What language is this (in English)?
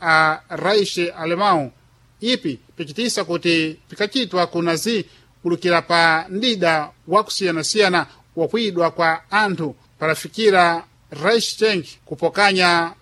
Sena